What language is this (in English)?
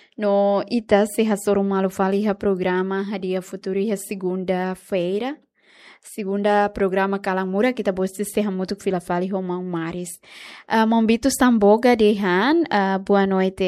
Tetum